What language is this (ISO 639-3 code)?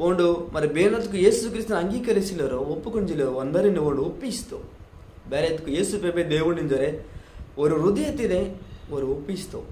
kff